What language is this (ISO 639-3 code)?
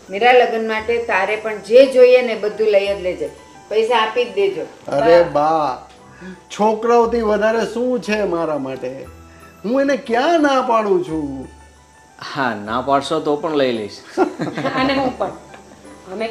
guj